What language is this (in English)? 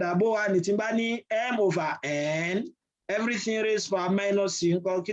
Yoruba